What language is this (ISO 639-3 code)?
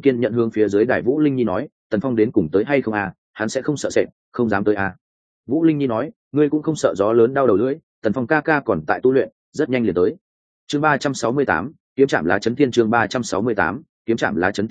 vie